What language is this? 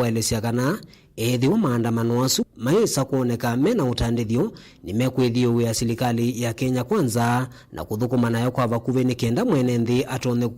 Kamba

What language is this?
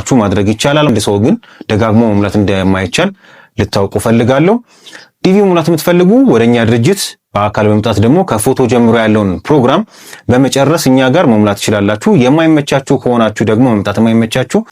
Amharic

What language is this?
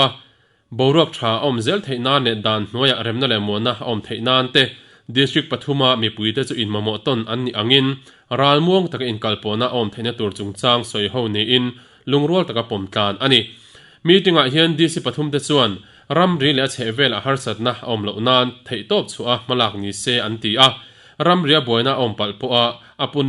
Mizo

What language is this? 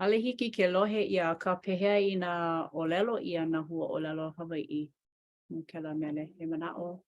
Hawaiian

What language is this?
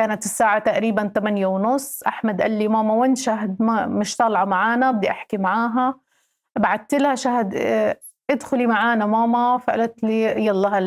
North Levantine Arabic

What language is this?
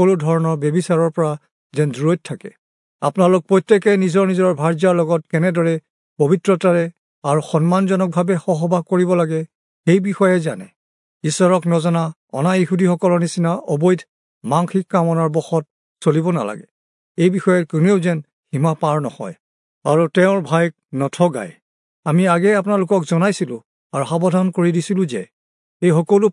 Assamese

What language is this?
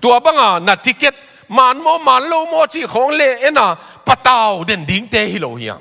Tedim Chin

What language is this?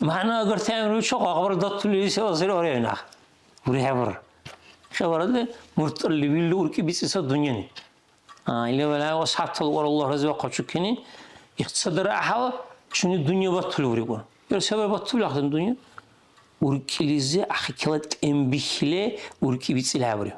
Dargwa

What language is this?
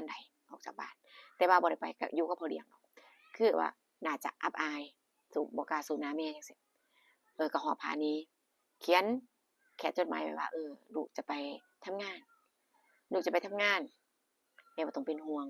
Northeastern Thai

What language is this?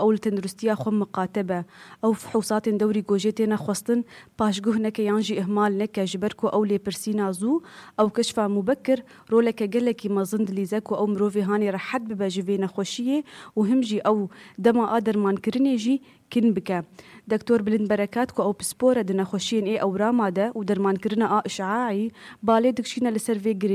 Kurdish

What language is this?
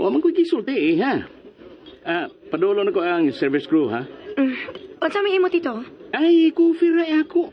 Cebuano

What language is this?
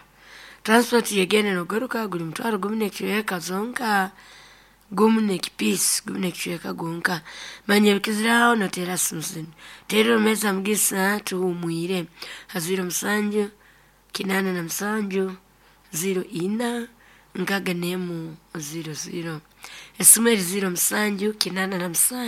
Nyoro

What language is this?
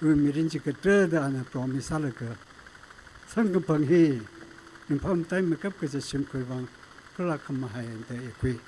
Tangkhul Naga (India)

